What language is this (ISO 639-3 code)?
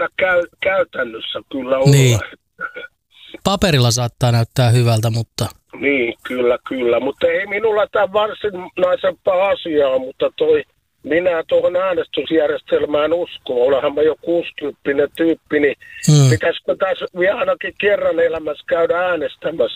fin